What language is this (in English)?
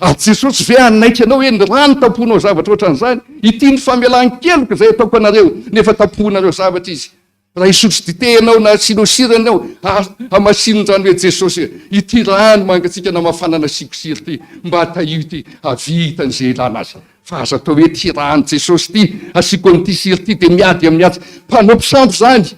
Malagasy